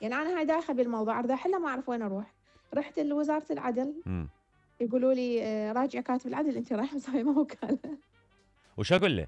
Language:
Mesopotamian Arabic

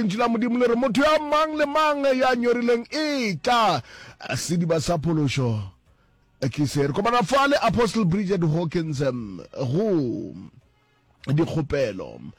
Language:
Northern Sotho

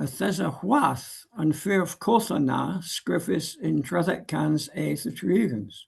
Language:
Cornish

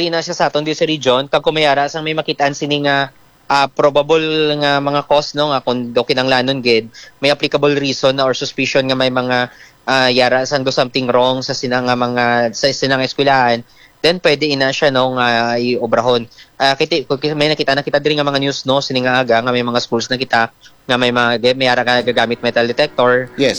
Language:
Hiligaynon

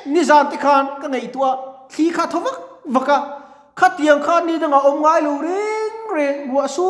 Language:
Mizo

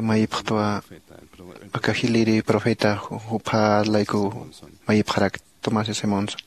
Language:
Aymara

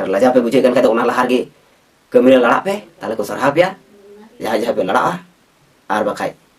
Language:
Santali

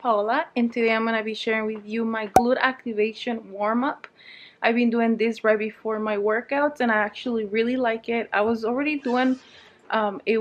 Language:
English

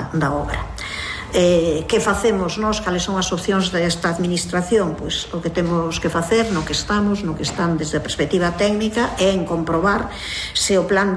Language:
Galician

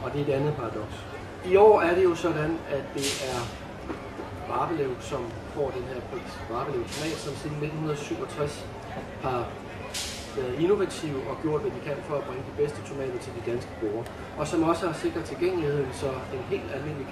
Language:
Danish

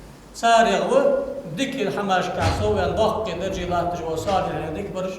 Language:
Ingush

